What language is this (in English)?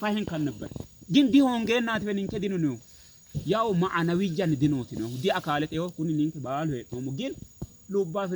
Sidamo